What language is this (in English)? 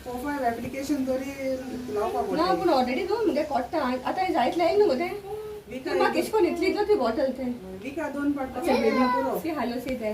Konkani